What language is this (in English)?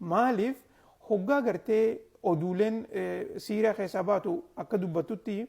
Oromo